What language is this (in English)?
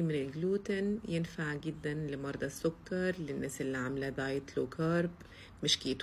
Egyptian Arabic